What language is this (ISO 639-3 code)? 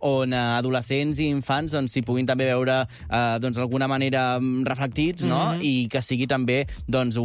cat